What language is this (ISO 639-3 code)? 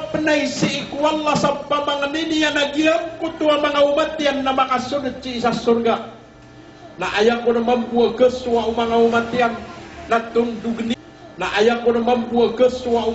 mrw